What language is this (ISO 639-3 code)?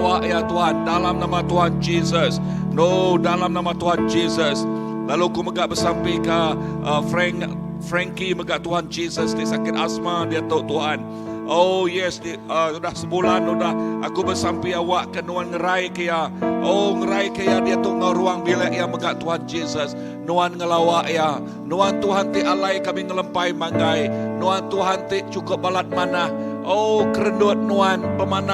iba